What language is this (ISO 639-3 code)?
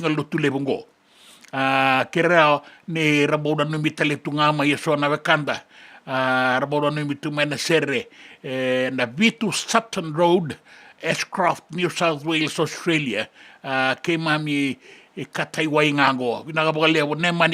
fij